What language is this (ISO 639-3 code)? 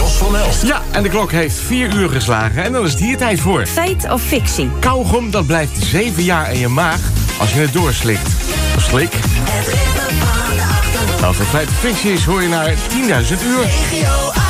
nld